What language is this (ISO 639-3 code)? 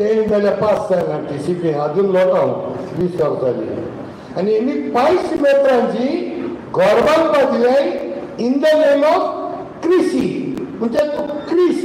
kok